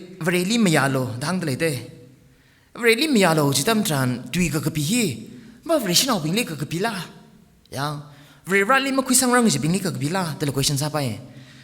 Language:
Tangkhul Naga (India)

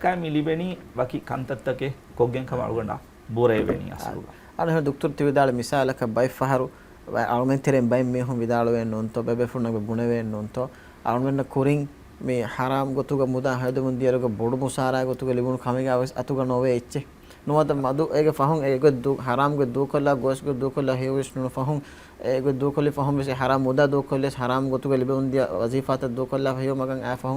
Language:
Divehi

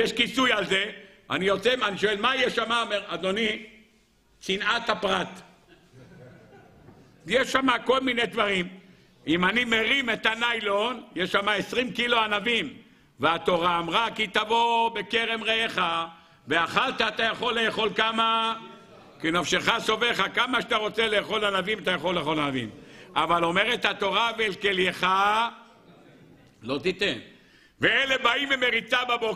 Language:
Hebrew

